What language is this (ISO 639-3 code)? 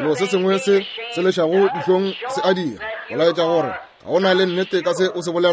nso